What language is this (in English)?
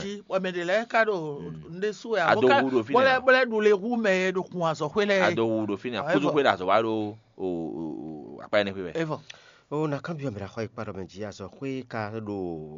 Fon